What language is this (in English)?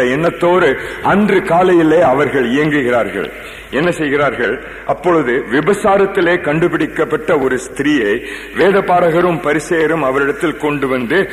Tamil